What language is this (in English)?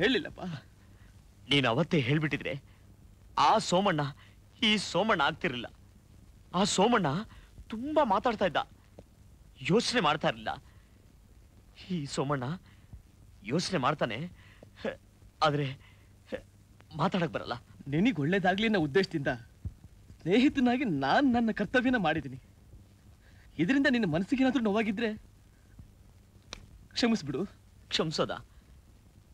Kannada